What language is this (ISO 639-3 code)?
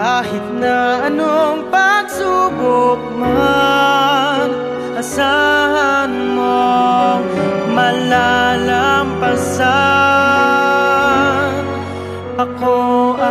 fil